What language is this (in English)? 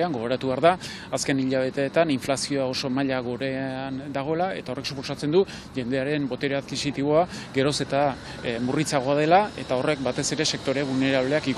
Basque